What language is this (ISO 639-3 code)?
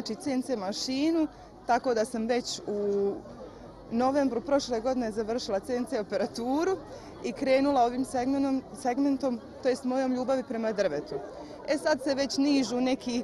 bos